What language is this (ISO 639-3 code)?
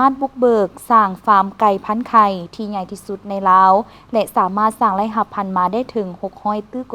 lao